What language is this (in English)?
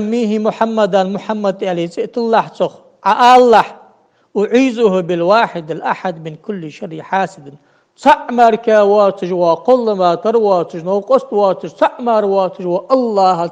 Ingush